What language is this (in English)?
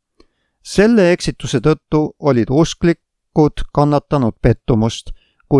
Estonian